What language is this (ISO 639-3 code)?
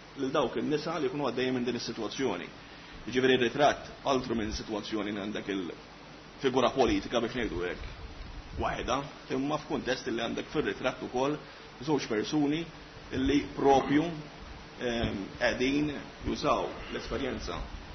mlt